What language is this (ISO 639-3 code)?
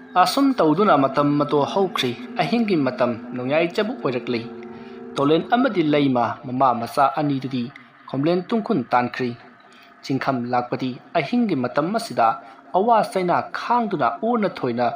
mni